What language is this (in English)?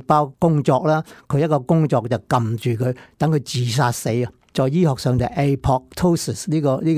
Cantonese